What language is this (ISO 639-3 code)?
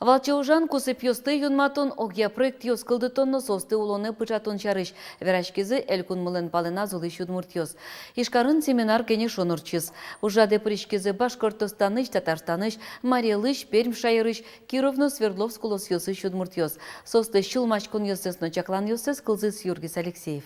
udm